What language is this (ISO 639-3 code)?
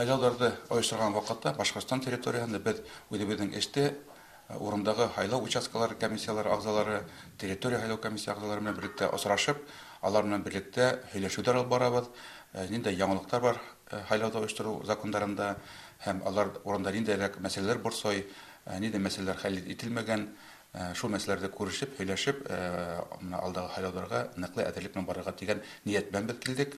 bak